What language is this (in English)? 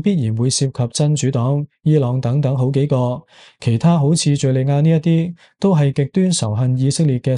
Cantonese